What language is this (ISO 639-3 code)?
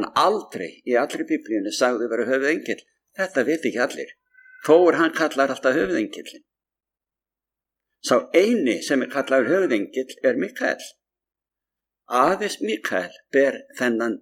isl